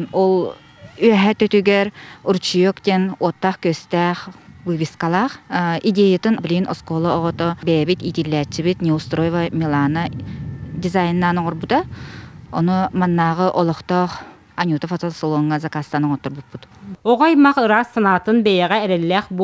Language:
Yakut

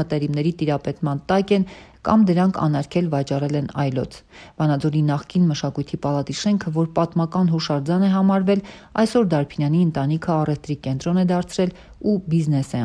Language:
Armenian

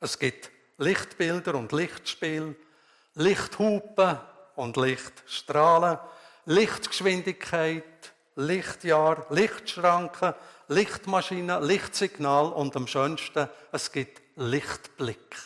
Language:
Swiss German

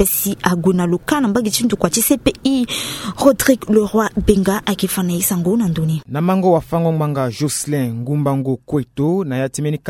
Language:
Sango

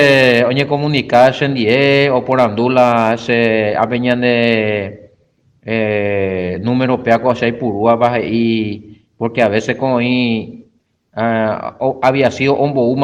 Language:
Guarani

